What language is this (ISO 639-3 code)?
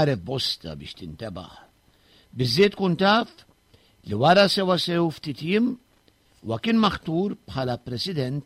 mlt